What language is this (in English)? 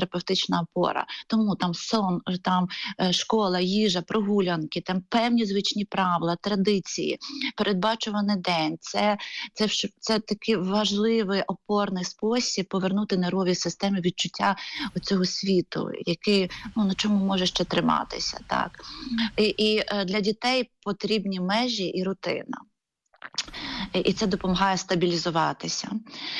Ukrainian